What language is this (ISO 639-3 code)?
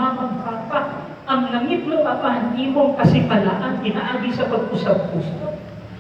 ceb